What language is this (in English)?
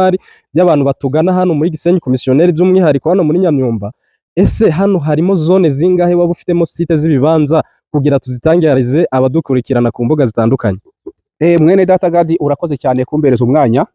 Kinyarwanda